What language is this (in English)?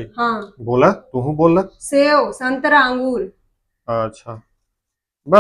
Magahi